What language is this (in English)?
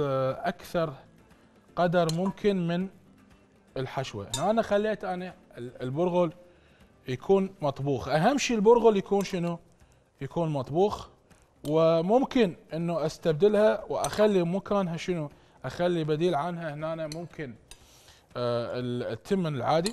Mesopotamian Arabic